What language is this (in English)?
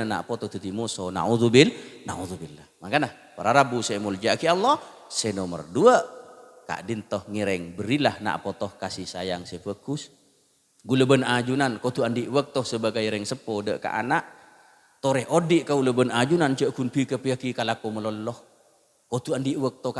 Madurese